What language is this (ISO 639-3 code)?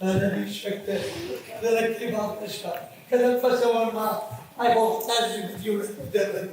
oss